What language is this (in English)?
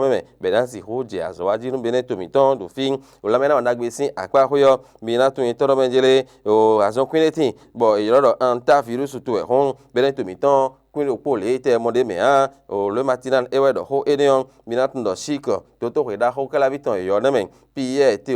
Fon